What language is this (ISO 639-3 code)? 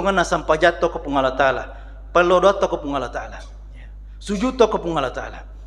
bug